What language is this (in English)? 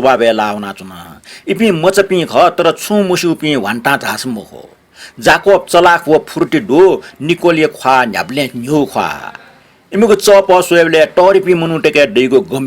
Newari